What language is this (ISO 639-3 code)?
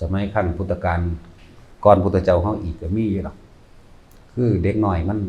tts